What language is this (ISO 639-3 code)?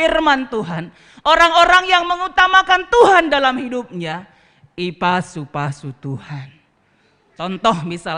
btx